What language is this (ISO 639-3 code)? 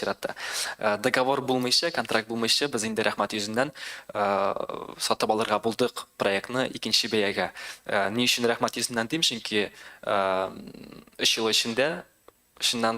tat